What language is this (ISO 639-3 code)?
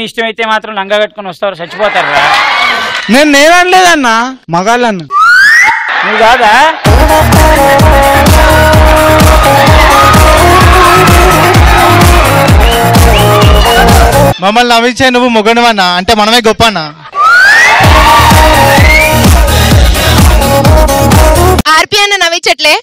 tel